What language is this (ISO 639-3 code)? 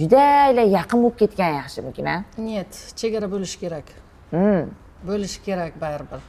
uzb